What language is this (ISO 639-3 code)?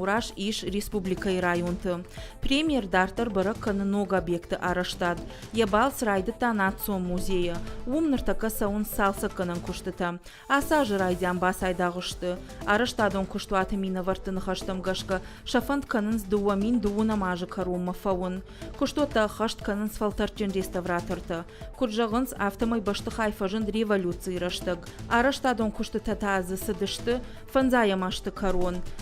oss